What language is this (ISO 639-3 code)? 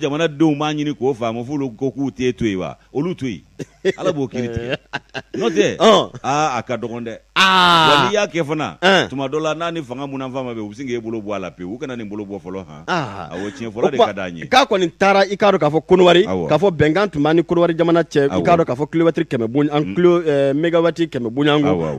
bam